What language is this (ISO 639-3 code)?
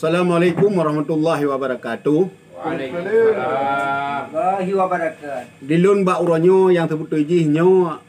ace